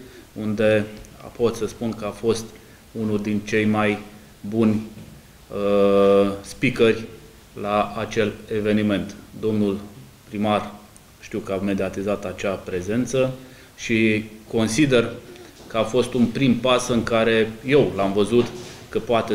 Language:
Romanian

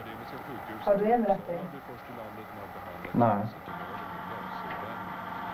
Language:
Swedish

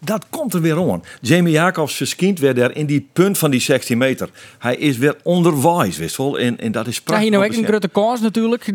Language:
Western Frisian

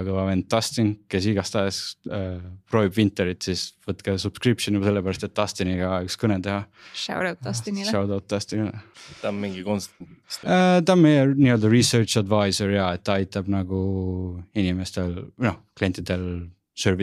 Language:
Estonian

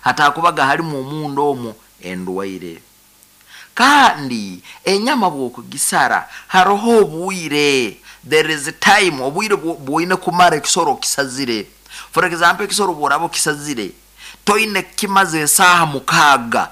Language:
Nyoro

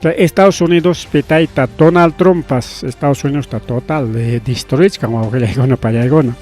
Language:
Ayacucho Quechua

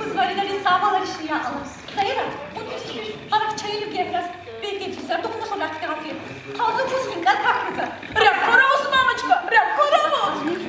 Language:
Tabassaran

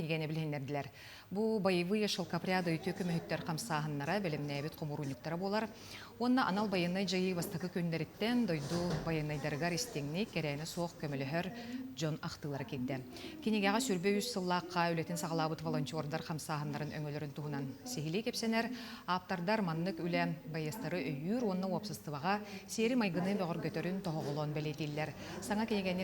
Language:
Yakut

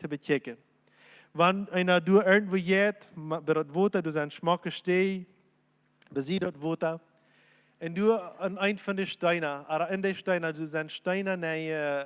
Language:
Plautdietsch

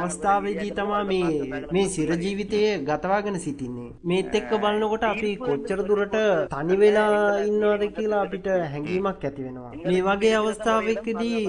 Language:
Sinhala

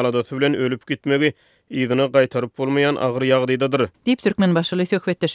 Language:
Turkmen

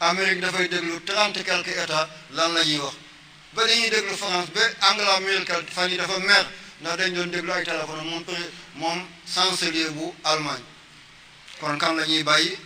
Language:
Wolof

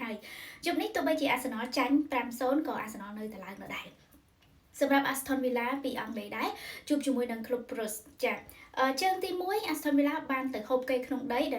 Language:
Khmer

